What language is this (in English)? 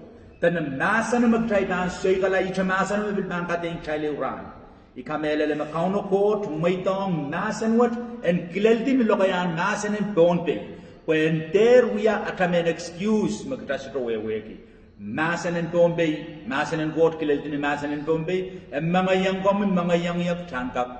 Pohnpeian